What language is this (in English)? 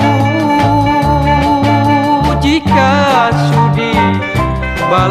Malay